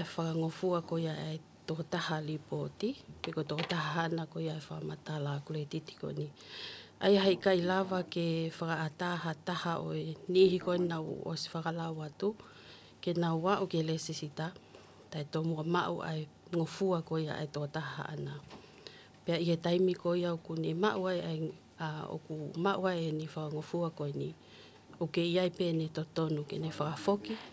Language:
Tongan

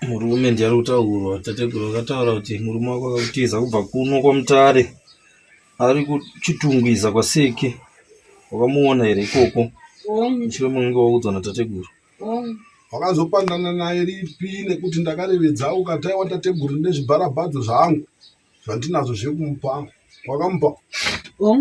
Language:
Shona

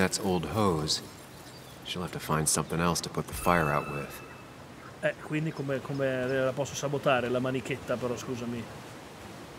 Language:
Italian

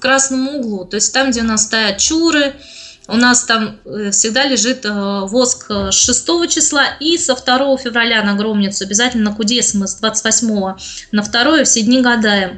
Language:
Russian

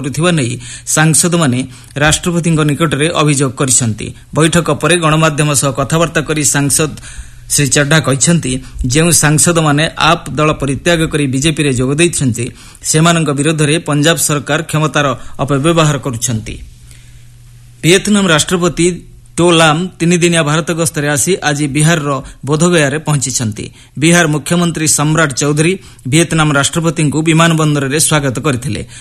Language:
Odia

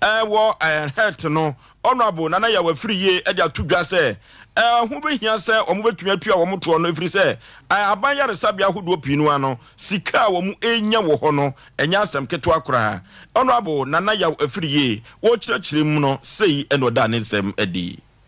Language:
Akan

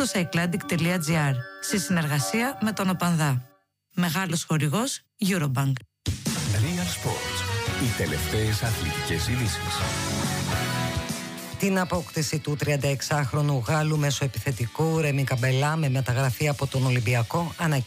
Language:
Greek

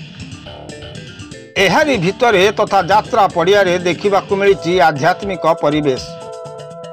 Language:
Odia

